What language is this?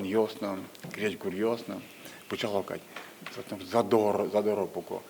Udmurt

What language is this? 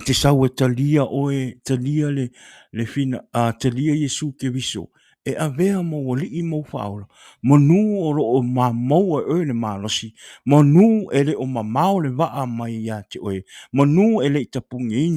Samoan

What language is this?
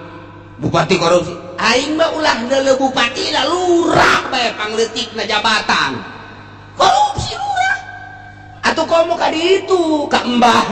Sundanese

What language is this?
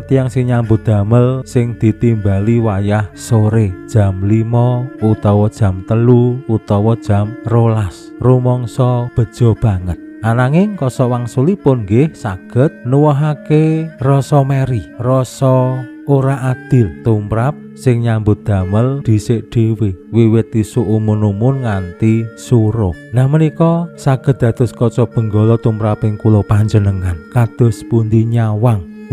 Javanese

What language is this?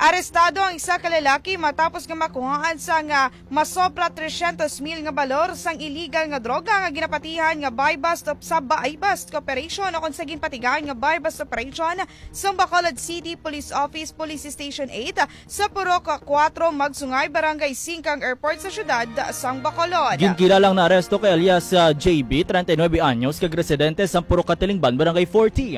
Hiligaynon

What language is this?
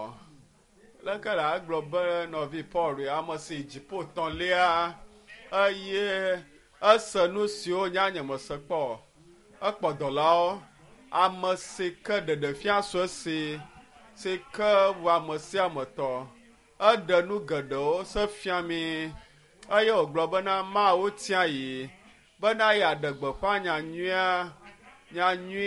Ewe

